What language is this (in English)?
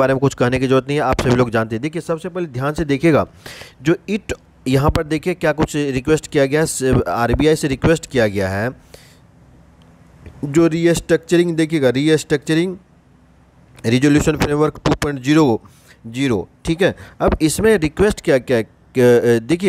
Hindi